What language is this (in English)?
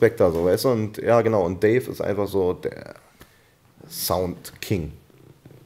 German